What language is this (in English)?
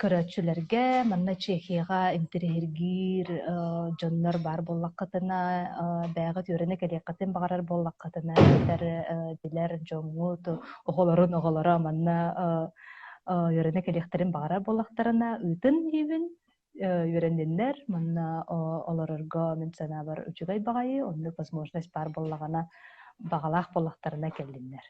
Yakut